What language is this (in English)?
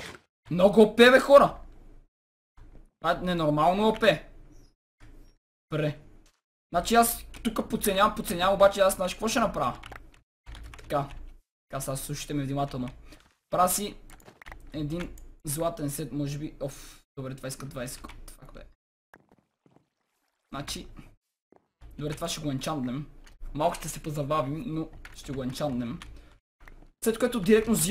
Bulgarian